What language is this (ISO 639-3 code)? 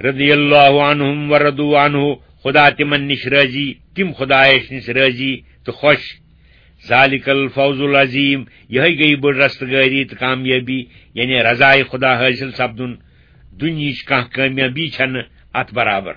kas